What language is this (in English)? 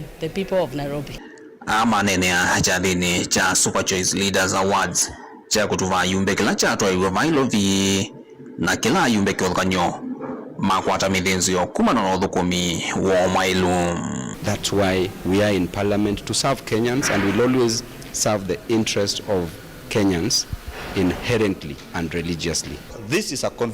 Kamba